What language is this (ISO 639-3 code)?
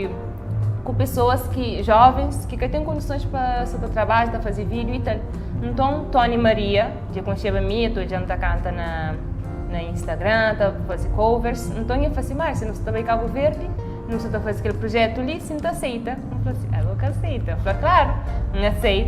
kea